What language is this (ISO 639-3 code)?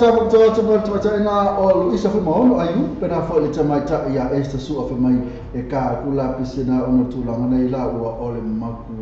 smo